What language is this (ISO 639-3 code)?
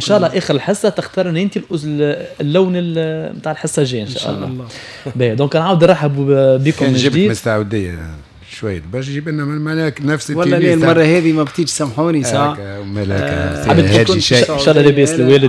aeb